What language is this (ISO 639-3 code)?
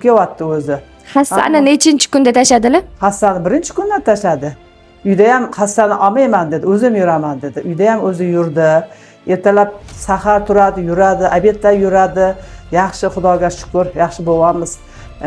uzb